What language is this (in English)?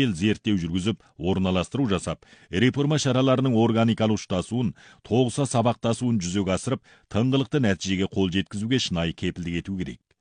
Kazakh